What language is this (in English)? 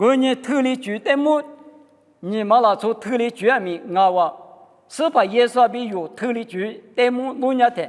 Lisu